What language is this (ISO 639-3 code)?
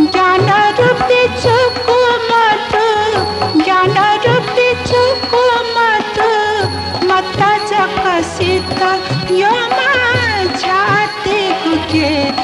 new